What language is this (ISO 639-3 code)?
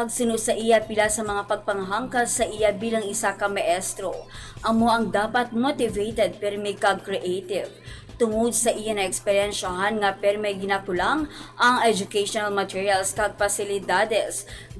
hil